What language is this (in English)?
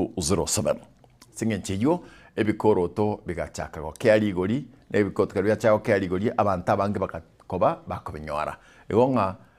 Gusii